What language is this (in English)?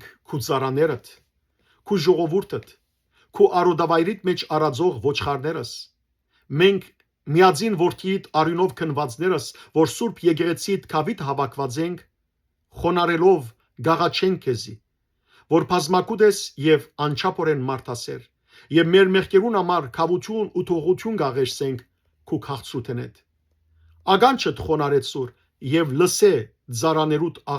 Western Armenian